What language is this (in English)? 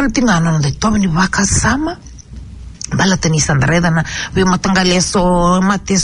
Fijian